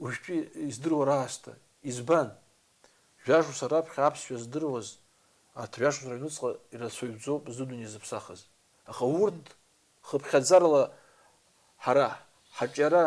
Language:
Abkhazian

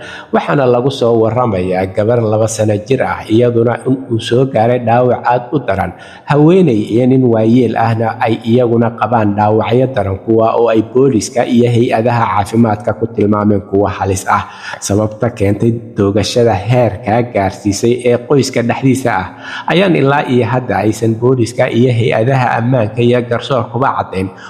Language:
Somali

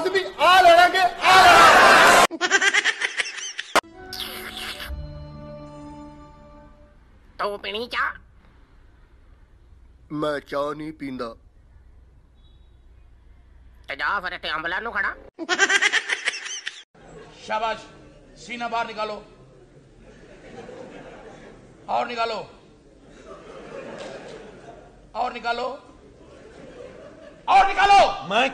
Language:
Punjabi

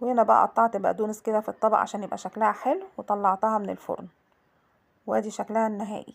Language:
Egyptian Arabic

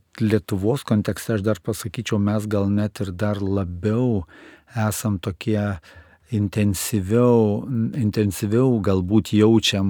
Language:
Lithuanian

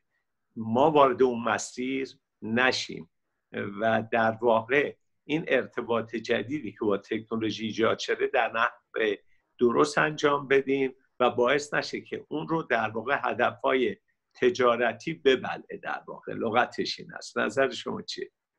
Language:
Persian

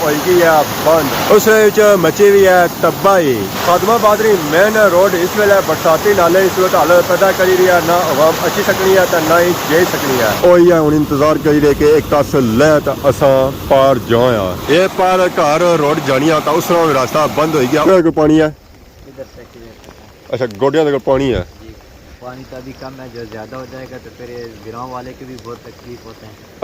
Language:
Pahari-Potwari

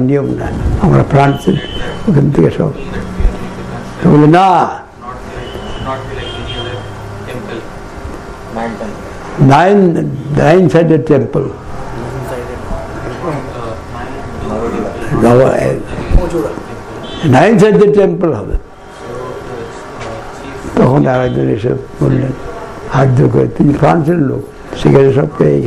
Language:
Bangla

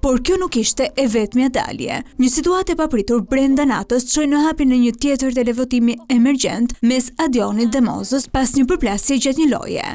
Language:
Albanian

